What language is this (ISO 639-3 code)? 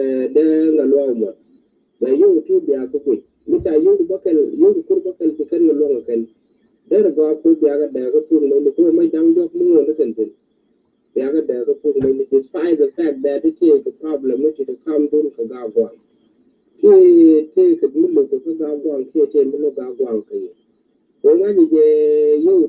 nus